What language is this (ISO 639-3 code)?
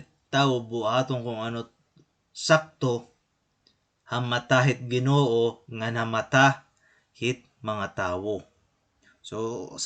war